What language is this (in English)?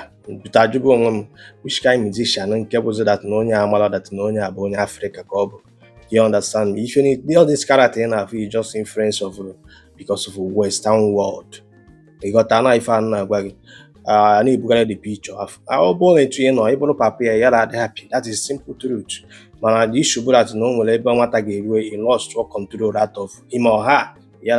Igbo